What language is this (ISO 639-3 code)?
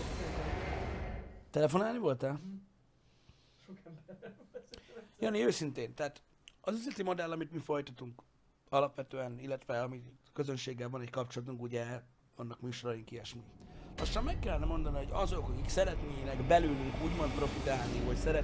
hun